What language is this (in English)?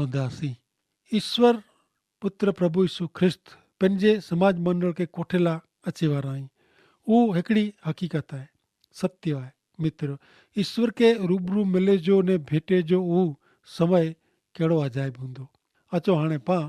Kachhi